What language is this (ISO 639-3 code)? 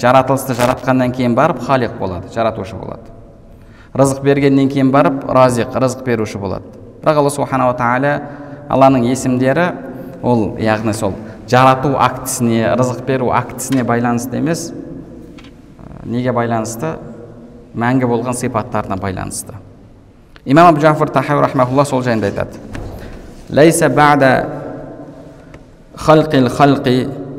kaz